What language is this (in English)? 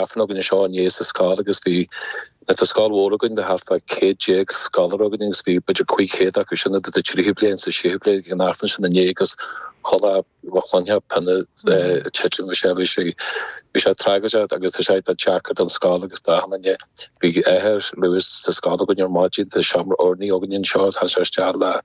Irish